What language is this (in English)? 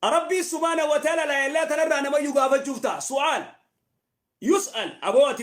Oromo